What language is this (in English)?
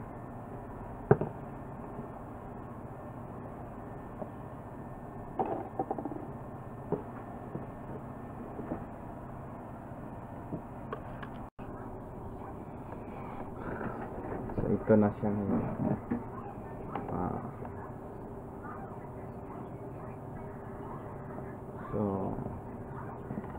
Filipino